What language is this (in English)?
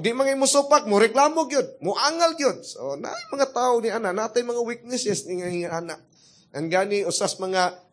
Cebuano